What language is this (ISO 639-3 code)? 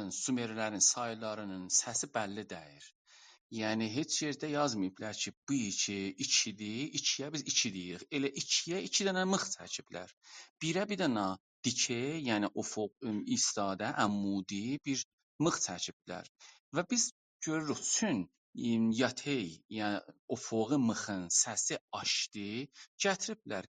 azb